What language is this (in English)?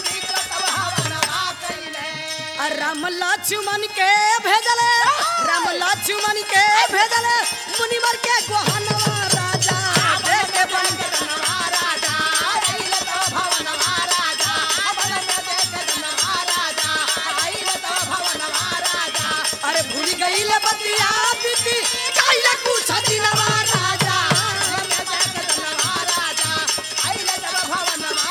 Bhojpuri